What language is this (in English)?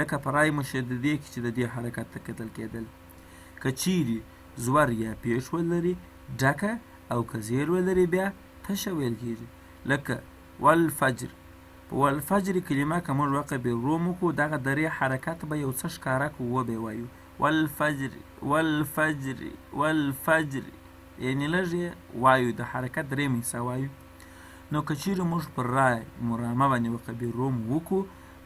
Pashto